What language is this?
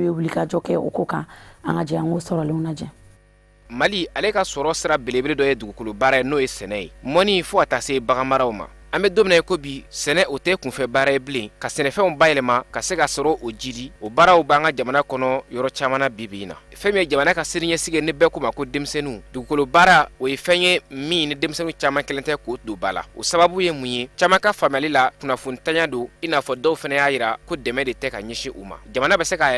Bambara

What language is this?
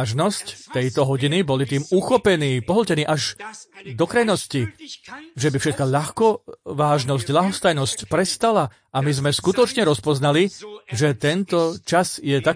Slovak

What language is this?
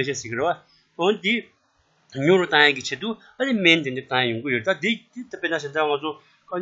Tibetan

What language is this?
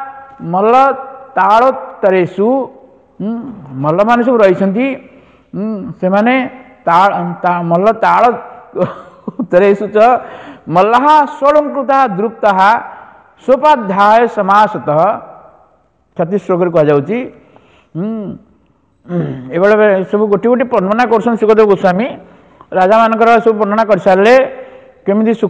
Odia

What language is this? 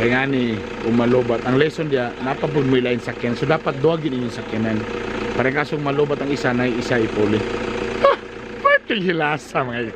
Cebuano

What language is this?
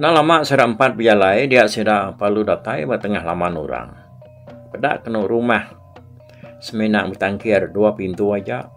Iban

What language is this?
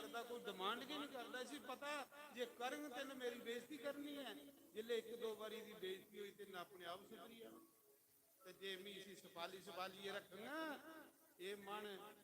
Dogri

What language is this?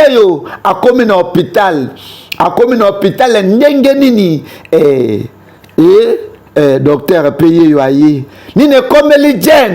Lingala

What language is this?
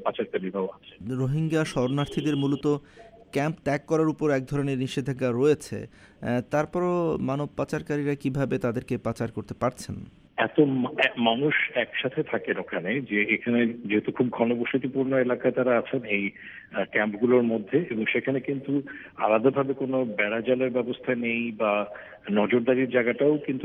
Bangla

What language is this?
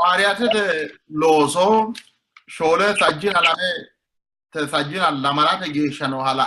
Sidamo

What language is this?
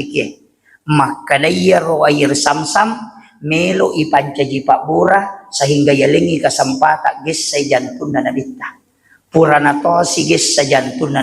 Buginese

